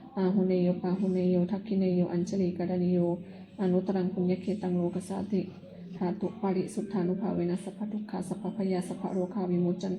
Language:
Pali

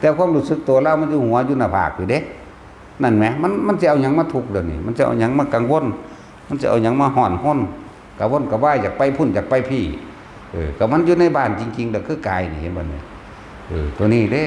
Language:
Northeastern Thai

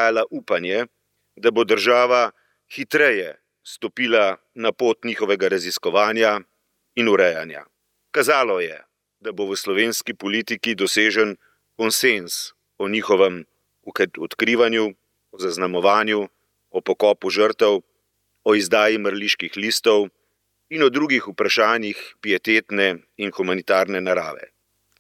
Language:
Slovenian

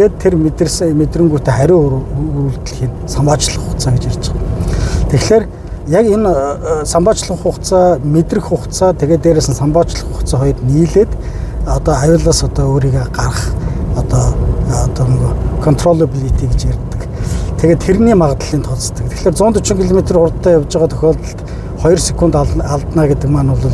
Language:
Mongolian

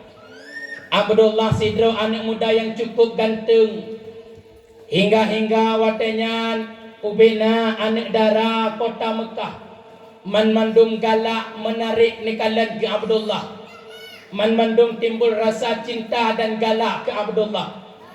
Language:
Achinese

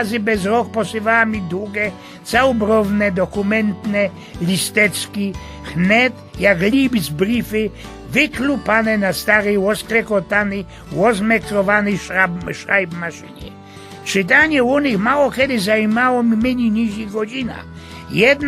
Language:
Silesian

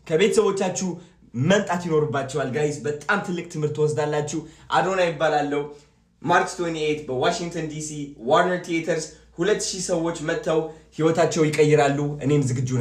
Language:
Amharic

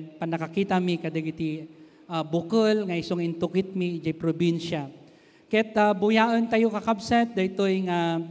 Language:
Iloko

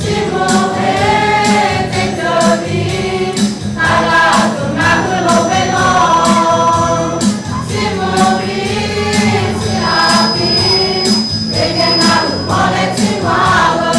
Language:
Lahu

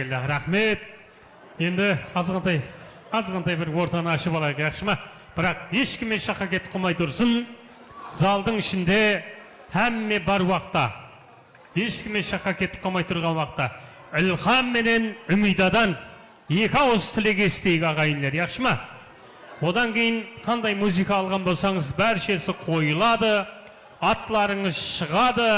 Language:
Kara-Kalpak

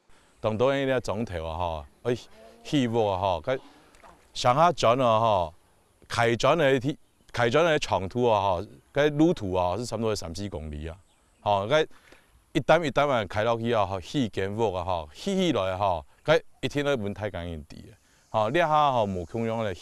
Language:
Hakka Chinese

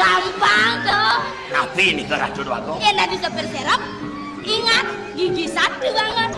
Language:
Balinese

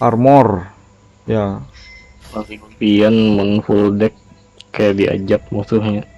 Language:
Banjar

